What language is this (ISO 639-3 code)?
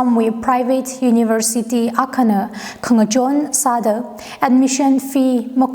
nmf